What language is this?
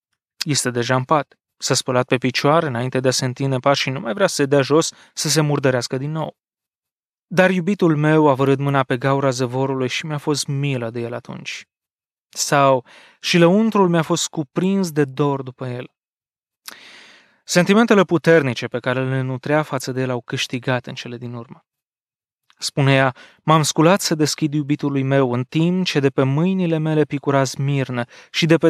Romanian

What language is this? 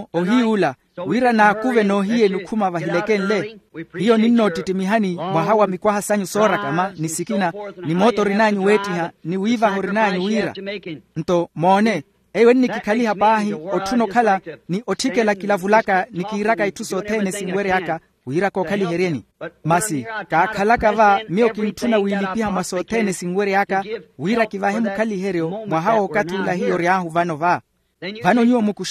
Makhuwa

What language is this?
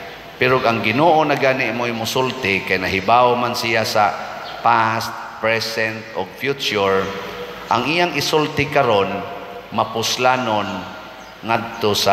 Cebuano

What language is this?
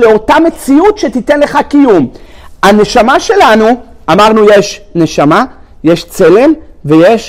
Hebrew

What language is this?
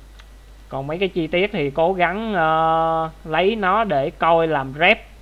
Vietnamese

